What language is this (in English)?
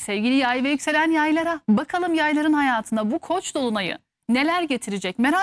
Turkish